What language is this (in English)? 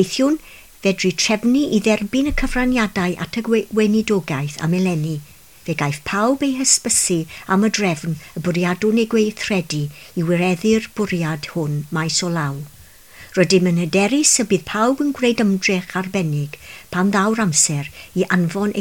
Welsh